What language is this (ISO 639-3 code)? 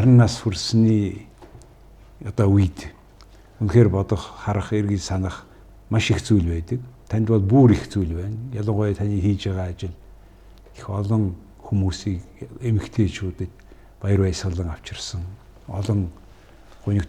mon